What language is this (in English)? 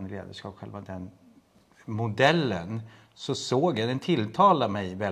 Swedish